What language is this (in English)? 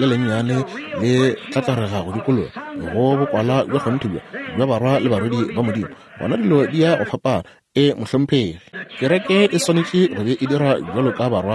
Northern Sotho